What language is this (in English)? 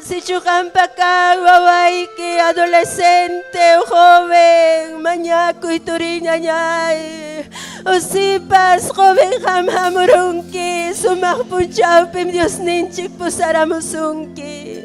Ayacucho Quechua